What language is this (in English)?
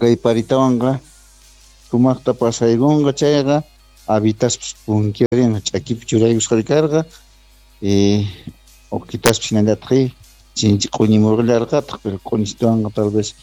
Quechua